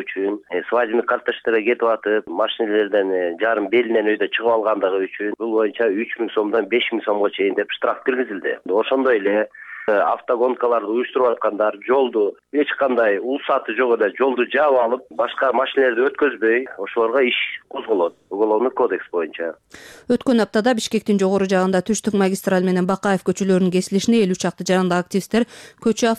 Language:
Kyrgyz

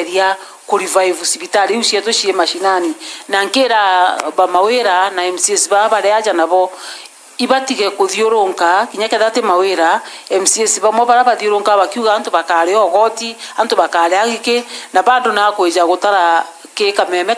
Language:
Meru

